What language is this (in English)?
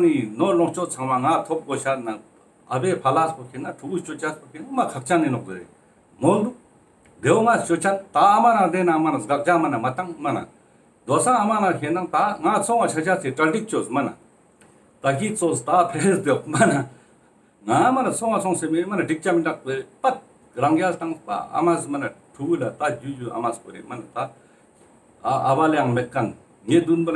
Ladakhi